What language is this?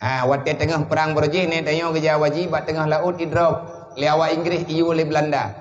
Achinese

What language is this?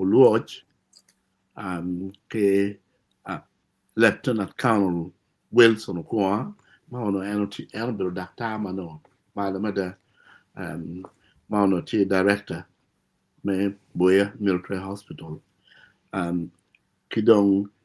Acoli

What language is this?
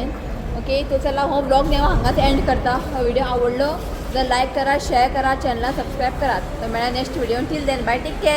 Konkani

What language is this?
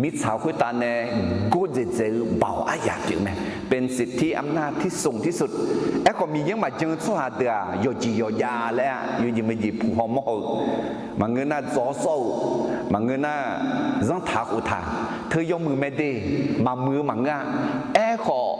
Akha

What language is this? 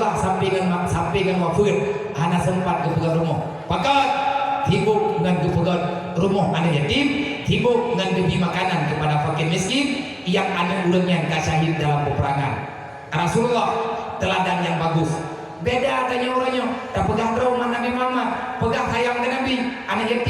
Achinese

